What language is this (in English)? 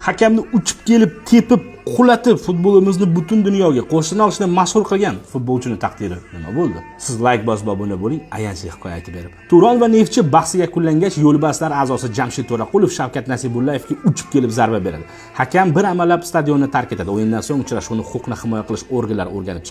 Uzbek